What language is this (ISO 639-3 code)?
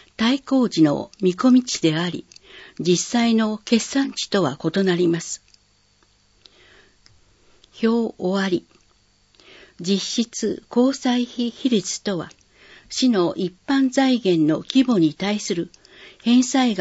jpn